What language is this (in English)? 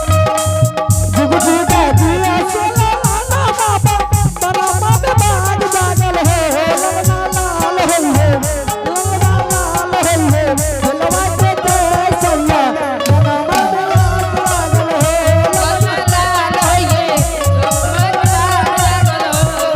Angika